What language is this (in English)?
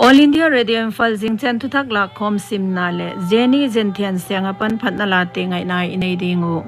Paite Chin